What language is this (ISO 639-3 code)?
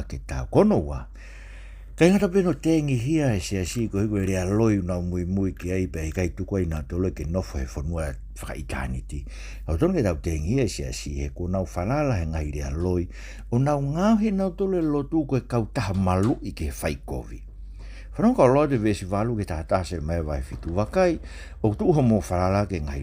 ton